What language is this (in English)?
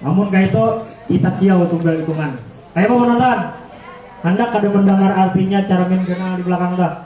Banjar